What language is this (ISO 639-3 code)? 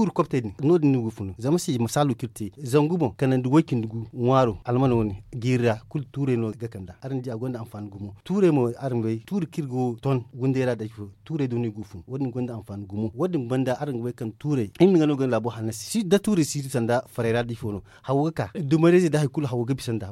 dje